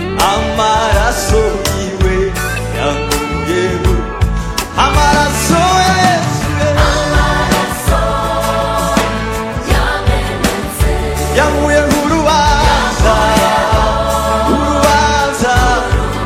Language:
Kinyarwanda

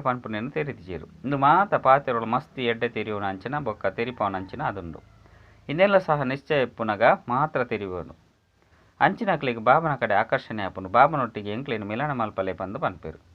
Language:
Tulu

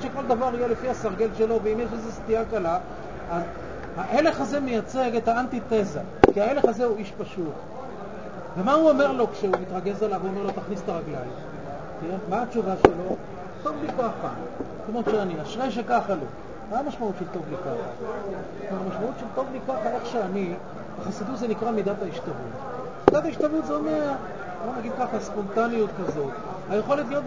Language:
Hebrew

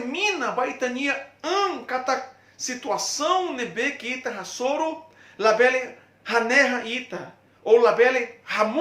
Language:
Tetum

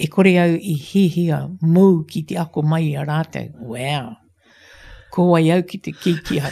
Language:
Māori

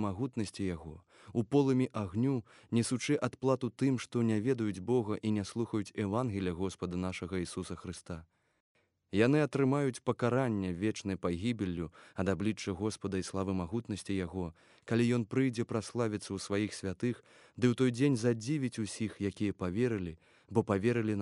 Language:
Belarusian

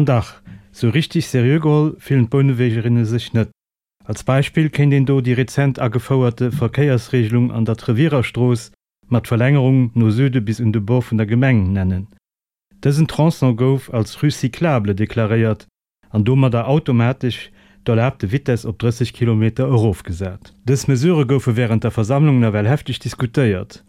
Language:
Luxembourgish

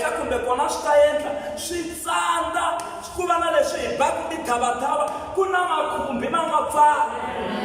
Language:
Tsonga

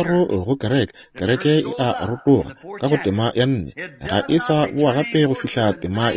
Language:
Northern Sotho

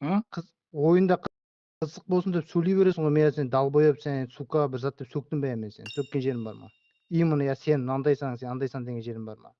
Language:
Kara-Kalpak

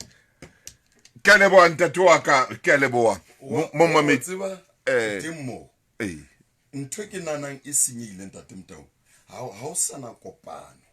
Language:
Southern Sotho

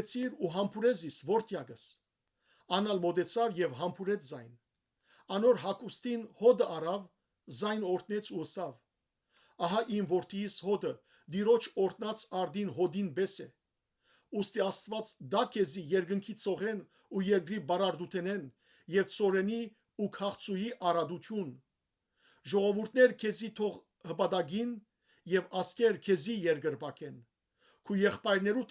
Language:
Western Armenian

